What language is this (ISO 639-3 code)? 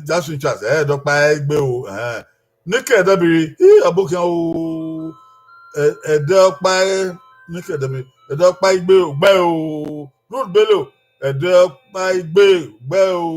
bin